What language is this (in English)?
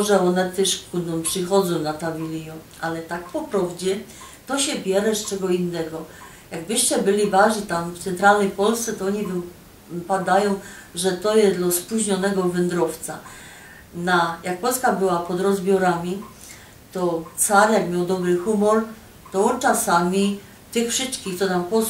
Silesian